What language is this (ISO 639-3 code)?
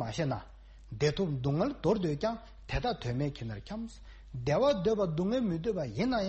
bod